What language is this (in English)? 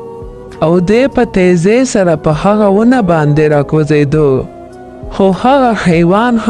Pashto